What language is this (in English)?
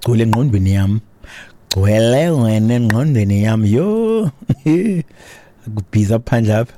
Xhosa